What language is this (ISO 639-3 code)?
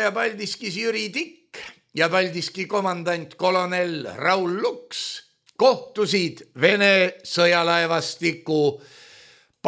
est